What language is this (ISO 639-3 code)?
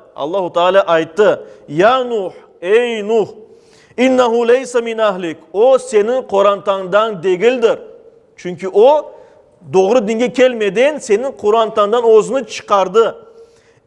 crh